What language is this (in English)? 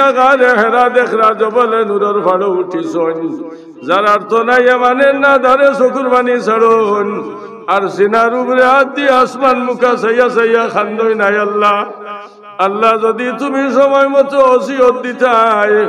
Sylheti